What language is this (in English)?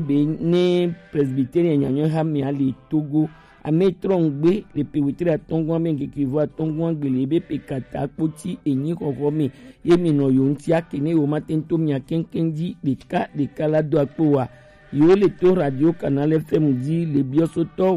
Gen